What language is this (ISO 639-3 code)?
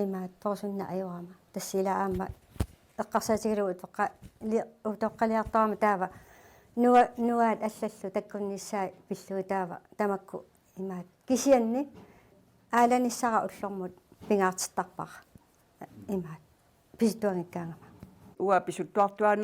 kal